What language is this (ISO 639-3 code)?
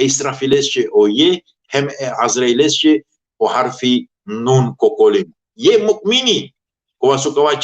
rmn